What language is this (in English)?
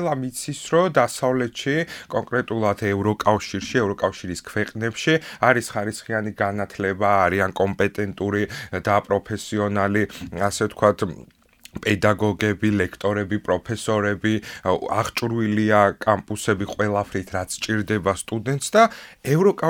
Georgian